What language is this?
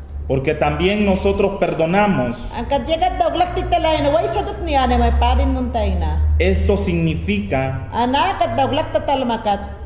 Mayangna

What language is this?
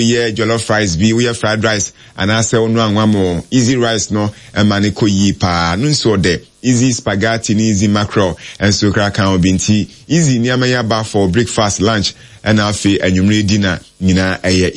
Akan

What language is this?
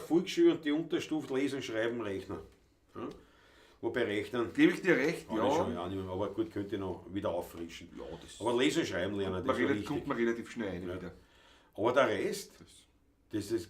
Bavarian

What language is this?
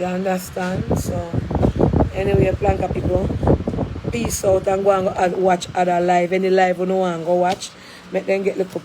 Jamaican Creole English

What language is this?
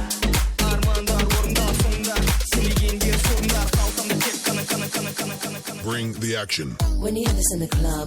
Kara-Kalpak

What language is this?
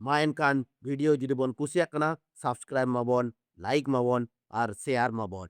Santali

